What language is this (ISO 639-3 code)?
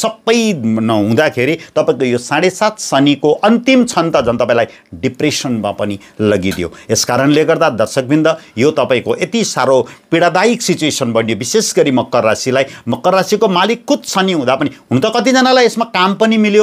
nep